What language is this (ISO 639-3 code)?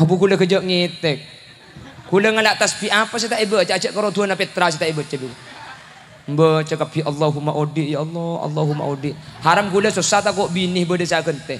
mad